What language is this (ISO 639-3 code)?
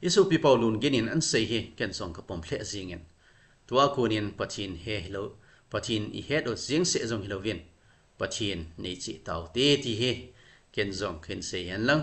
tcz